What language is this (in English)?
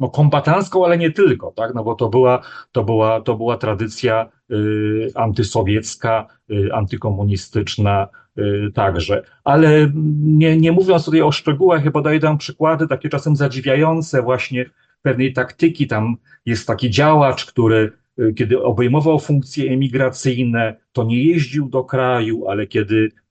Polish